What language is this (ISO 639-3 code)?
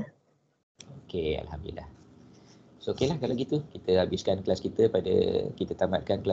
msa